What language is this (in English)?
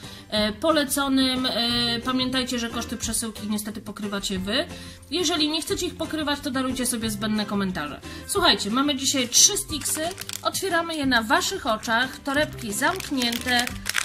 Polish